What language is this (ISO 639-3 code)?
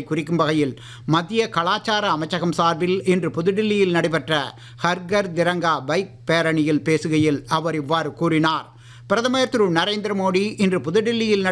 tam